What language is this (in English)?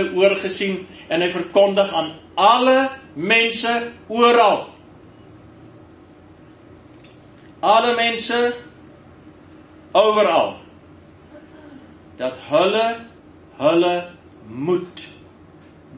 Afrikaans